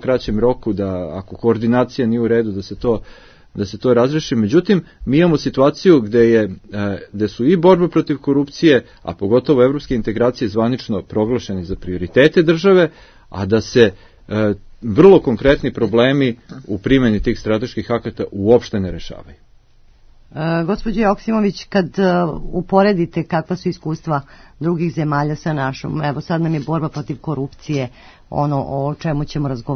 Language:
Serbian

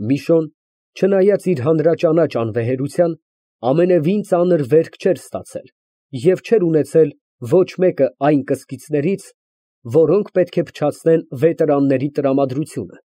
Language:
Armenian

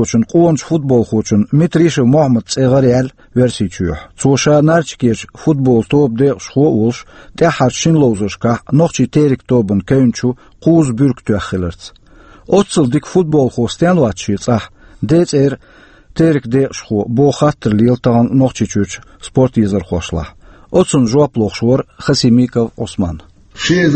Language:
Chechen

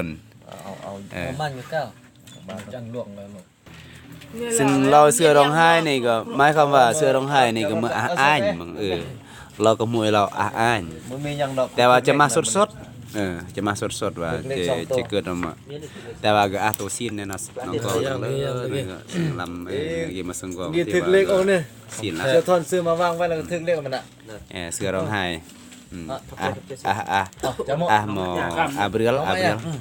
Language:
Lao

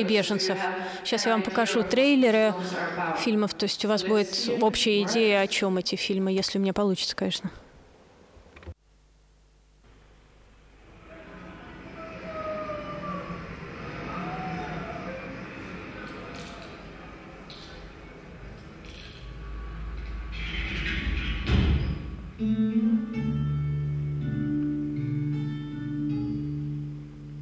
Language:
Russian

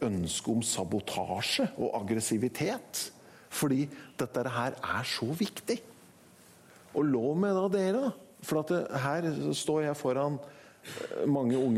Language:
Norwegian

